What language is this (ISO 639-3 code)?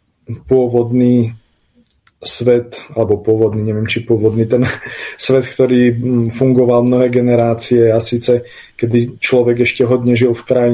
slk